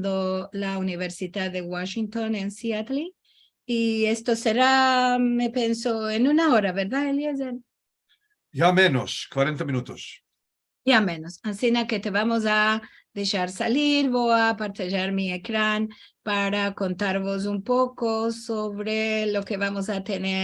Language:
Ladino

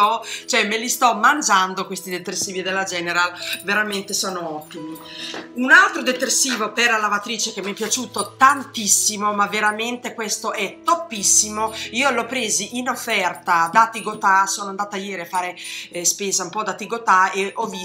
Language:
Italian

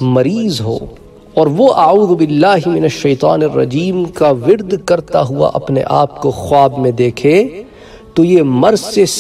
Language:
Urdu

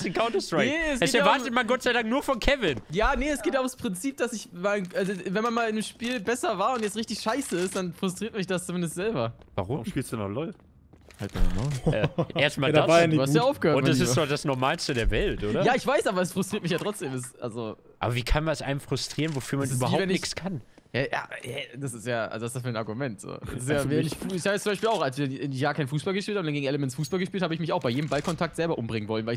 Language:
German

